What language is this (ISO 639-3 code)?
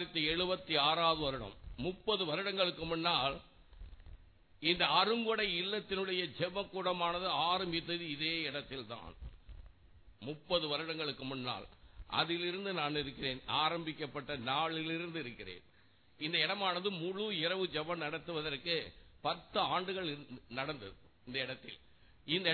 tam